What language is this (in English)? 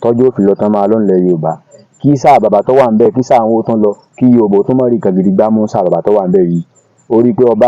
Yoruba